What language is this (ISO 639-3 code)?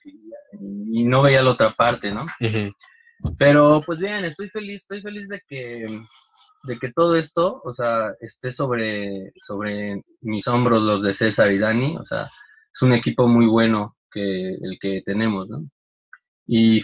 spa